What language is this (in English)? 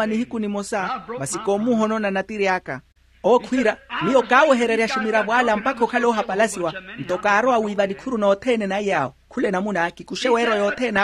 Makhuwa